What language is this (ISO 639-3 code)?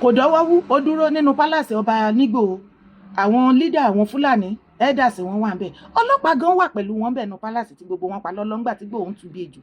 yor